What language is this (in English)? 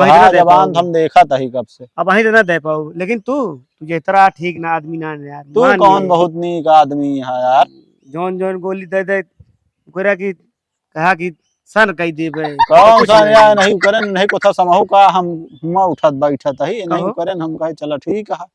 Awadhi